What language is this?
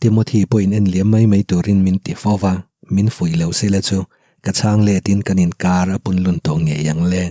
Mizo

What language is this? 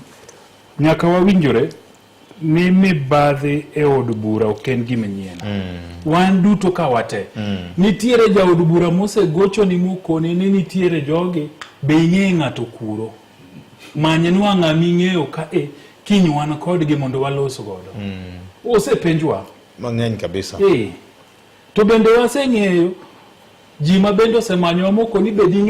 Luo (Kenya and Tanzania)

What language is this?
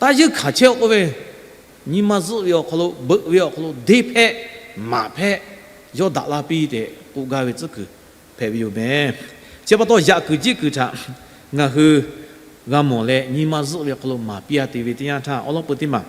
Lahu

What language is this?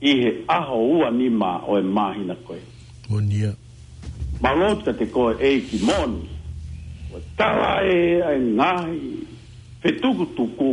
Tongan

